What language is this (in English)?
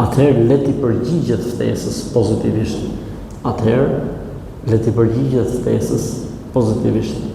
Albanian